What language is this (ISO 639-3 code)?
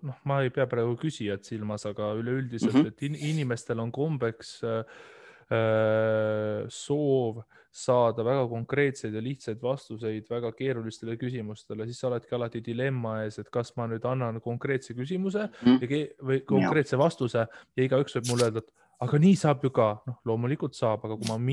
est